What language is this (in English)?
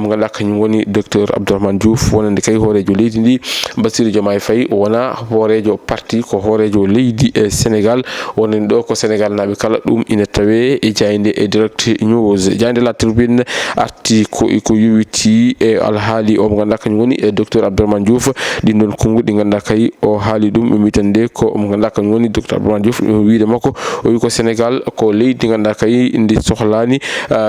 Fula